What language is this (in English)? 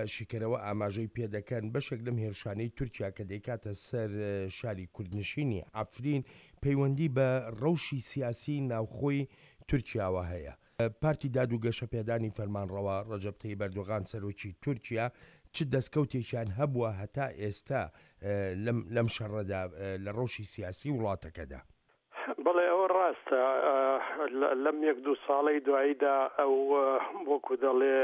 Central Kurdish